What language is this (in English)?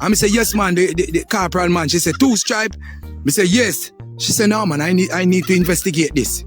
Jamaican Creole English